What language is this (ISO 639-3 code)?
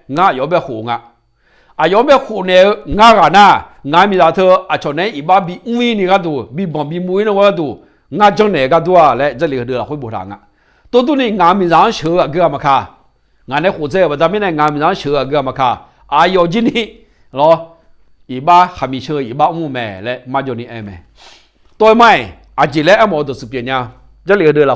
ahk